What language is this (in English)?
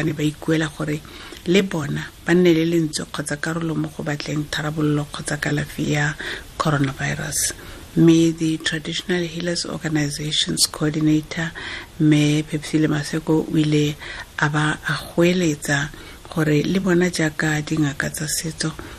Tswana